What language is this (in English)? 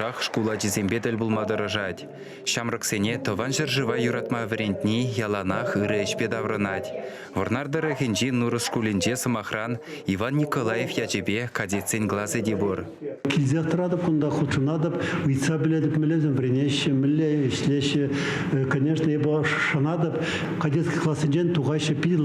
Chuvash